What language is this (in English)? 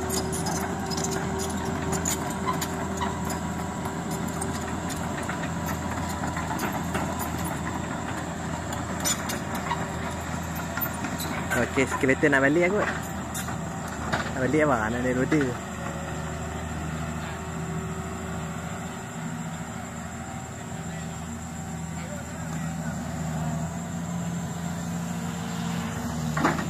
Malay